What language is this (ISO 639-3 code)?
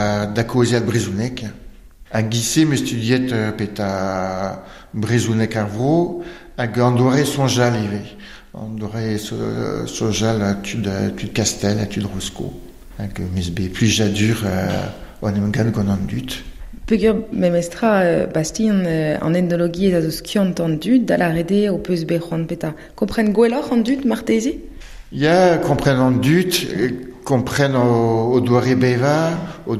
bre